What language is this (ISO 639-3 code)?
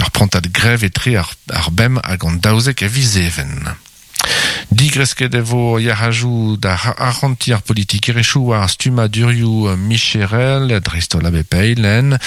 bre